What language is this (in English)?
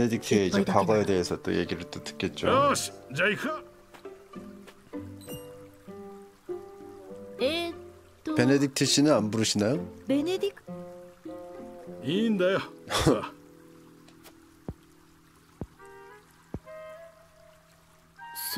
Korean